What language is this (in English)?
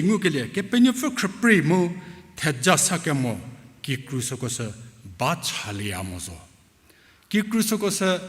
Angami Naga